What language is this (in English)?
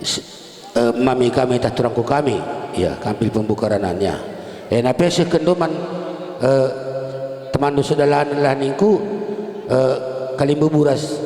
Batak Karo